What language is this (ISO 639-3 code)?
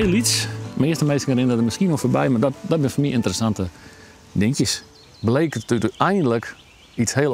fry